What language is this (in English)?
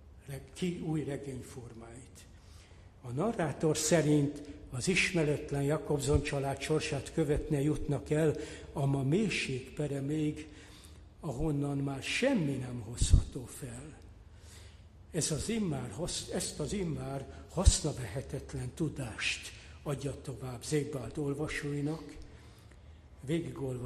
Hungarian